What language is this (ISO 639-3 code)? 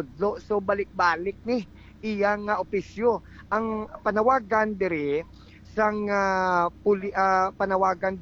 hil